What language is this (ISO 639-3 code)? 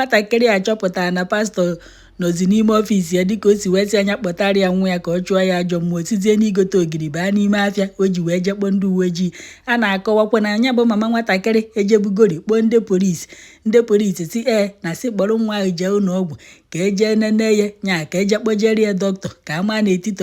ibo